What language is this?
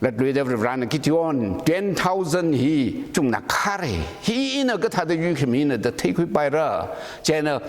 Tangkhul Naga (India)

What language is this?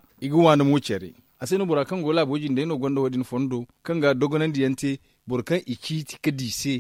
Zarma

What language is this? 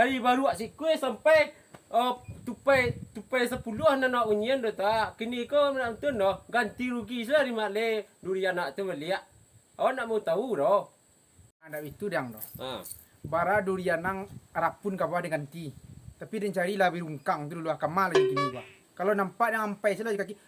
Minangkabau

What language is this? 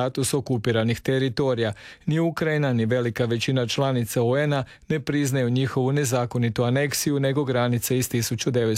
Croatian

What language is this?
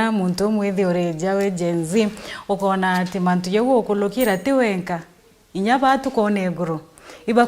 Meru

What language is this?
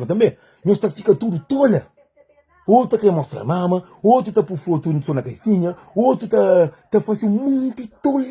Kabuverdianu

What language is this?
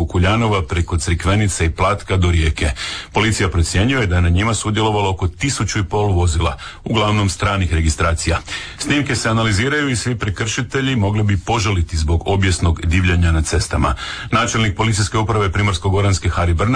Croatian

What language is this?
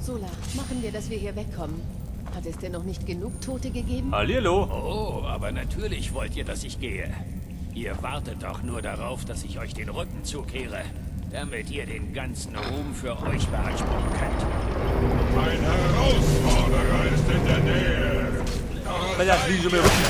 Bavarian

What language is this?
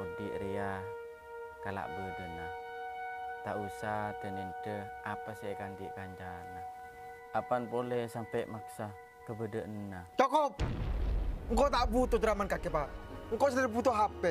Madurese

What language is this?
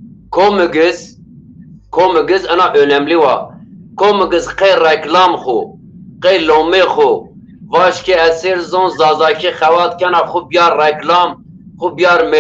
Zaza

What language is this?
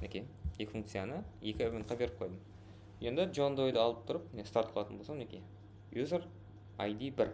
Kara-Kalpak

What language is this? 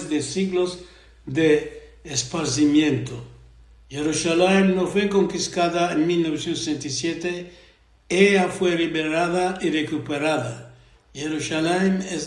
Ladino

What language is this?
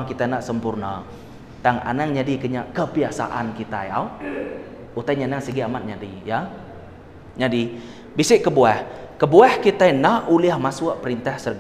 Iban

